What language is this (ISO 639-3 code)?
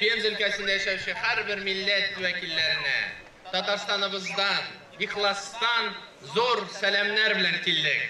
tat